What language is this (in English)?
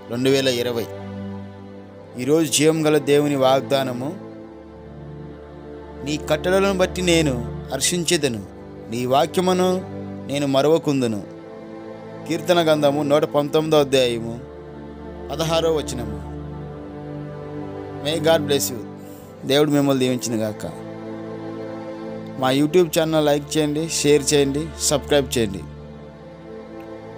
Telugu